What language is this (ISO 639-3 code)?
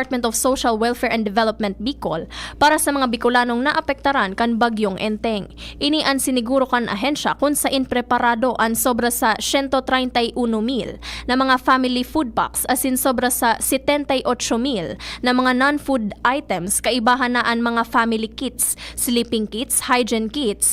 bik